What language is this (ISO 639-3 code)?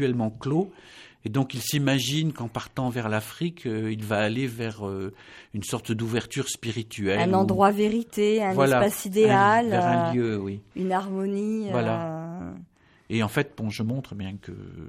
fra